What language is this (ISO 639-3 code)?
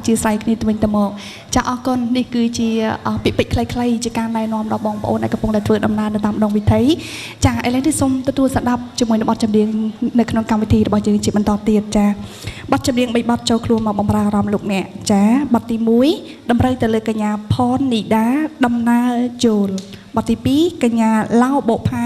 khm